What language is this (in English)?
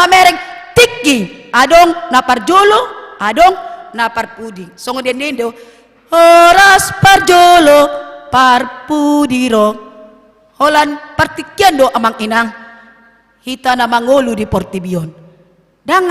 Batak Toba